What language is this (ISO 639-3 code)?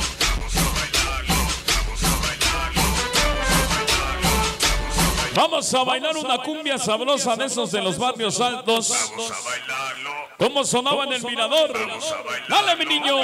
spa